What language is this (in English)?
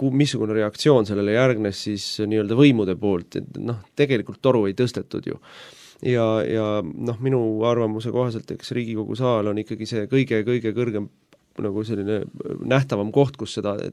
Estonian